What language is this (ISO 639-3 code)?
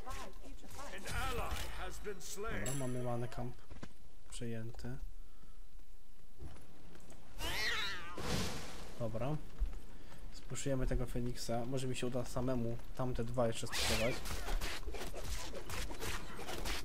pol